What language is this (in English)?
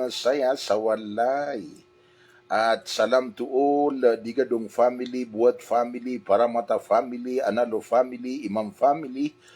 Maranao